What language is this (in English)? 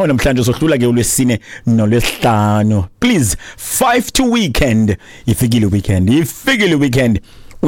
Xhosa